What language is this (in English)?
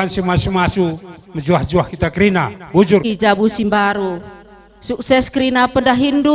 Batak Karo